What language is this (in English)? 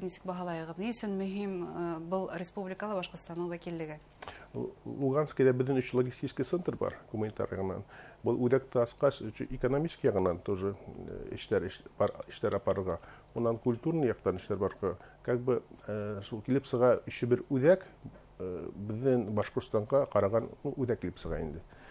Bashkir